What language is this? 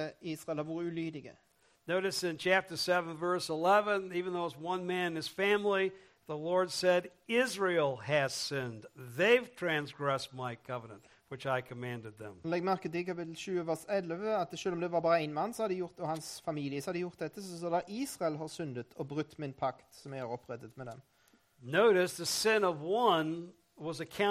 Norwegian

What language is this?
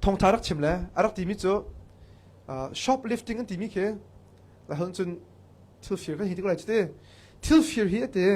Hakha Chin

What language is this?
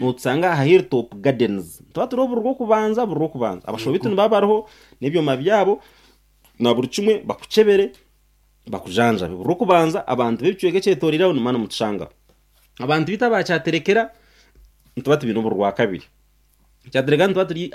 Nyankole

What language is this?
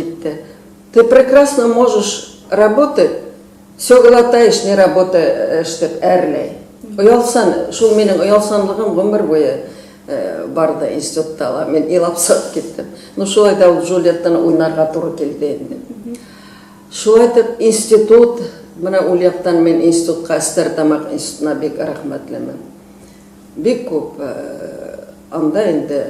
Bashkir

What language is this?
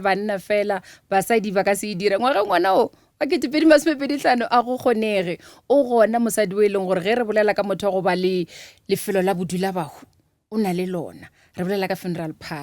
Northern Sotho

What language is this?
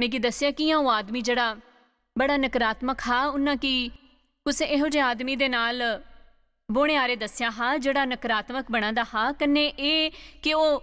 Dogri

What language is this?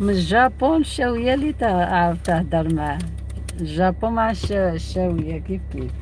Algerian Arabic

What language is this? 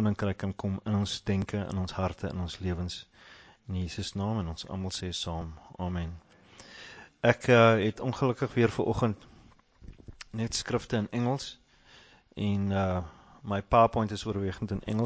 Afrikaans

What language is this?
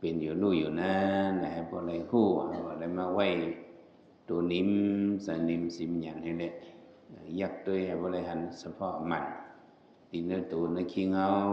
Shan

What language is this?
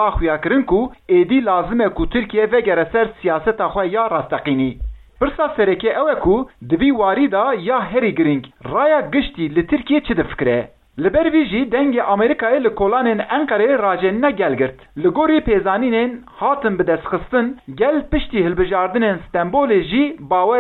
Kurdish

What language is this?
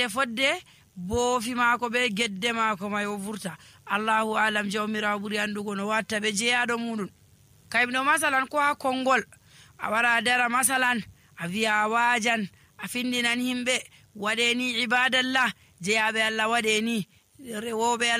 Nigerian Fulfulde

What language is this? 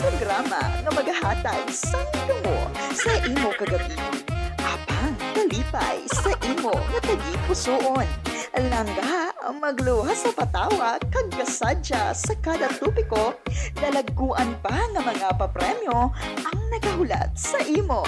Hiligaynon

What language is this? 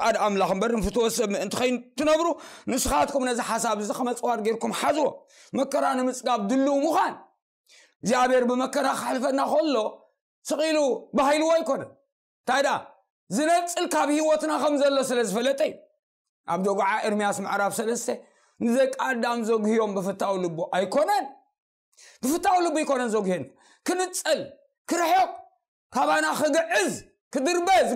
Tigrinya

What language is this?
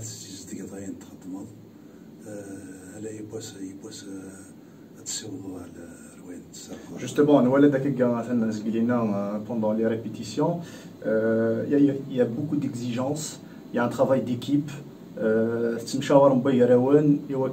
Kabyle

